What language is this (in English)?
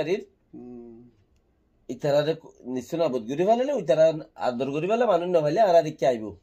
Rohingya